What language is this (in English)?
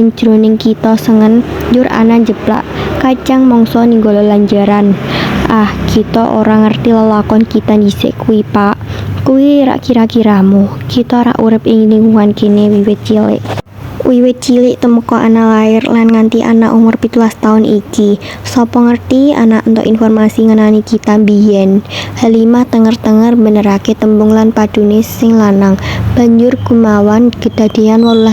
Javanese